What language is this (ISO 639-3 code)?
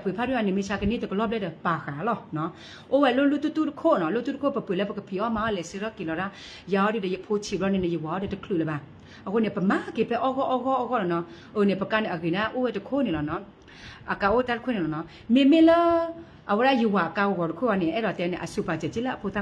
ksw